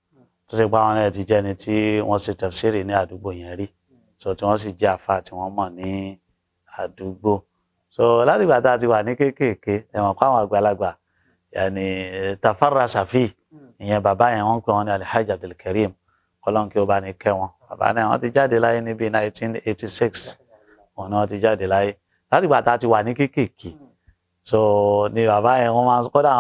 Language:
Yoruba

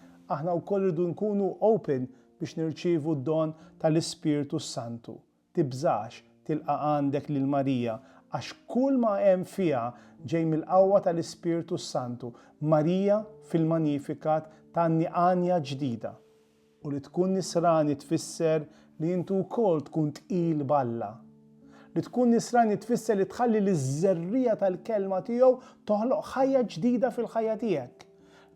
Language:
Maltese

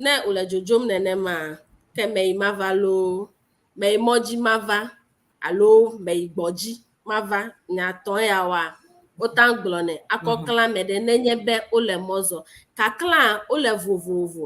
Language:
Ewe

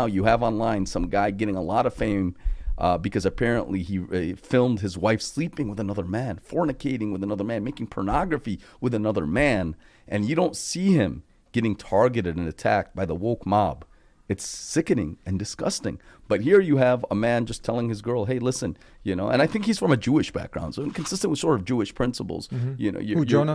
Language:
English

